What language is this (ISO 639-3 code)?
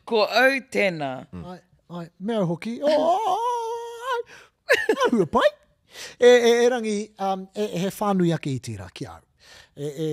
mri